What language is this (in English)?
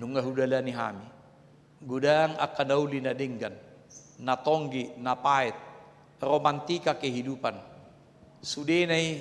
Batak Toba